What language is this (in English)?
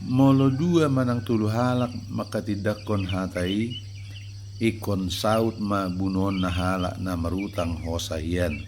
Batak Toba